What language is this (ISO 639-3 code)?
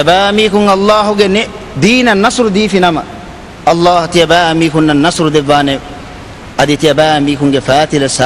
div